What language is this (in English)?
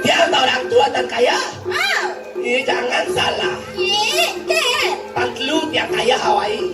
Balinese